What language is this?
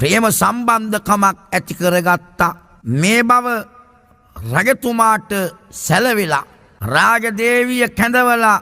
Sinhala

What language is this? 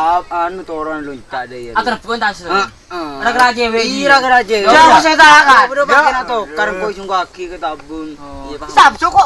Madurese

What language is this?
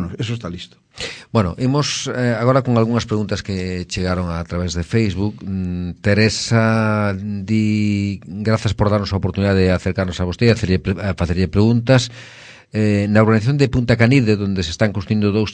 Galician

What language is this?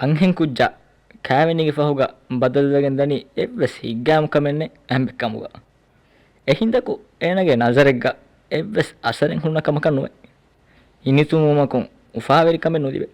Divehi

